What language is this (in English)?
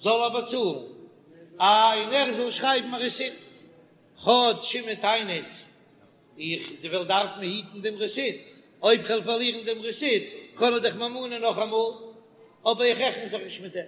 Yiddish